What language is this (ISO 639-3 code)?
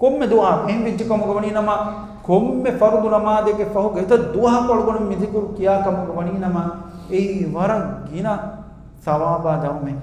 div